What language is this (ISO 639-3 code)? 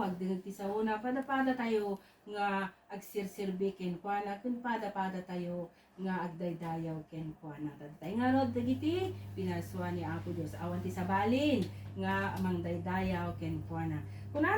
ilo